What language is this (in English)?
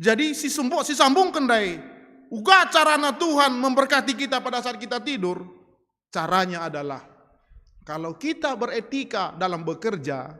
Batak Karo